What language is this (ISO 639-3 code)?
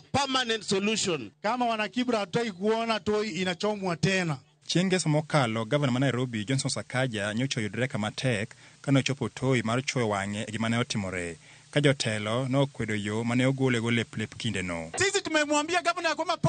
luo